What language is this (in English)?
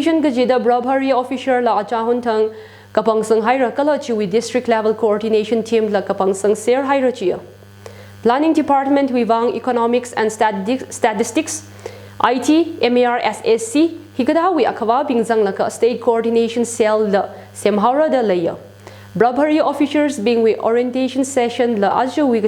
Tangkhul Naga (India)